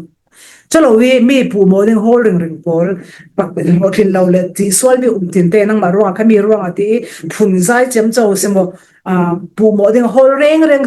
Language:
Falam Chin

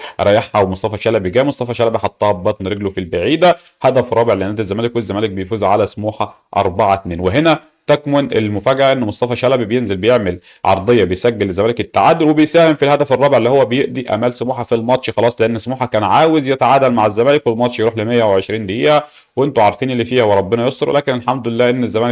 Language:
Egyptian Arabic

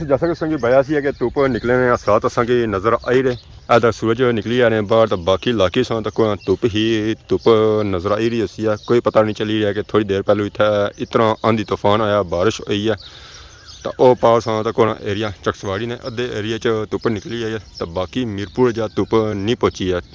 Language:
Pahari-Potwari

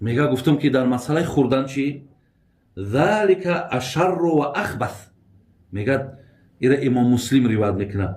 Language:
Tajik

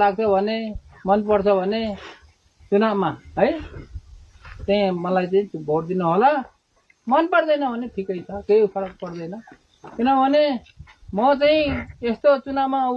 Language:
Nepali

